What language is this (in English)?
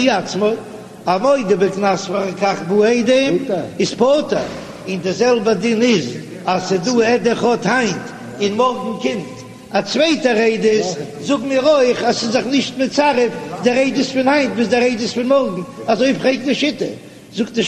Yiddish